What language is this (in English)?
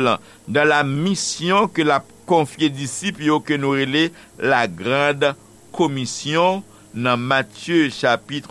Haitian Creole